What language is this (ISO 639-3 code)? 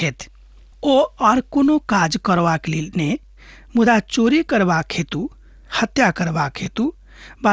mai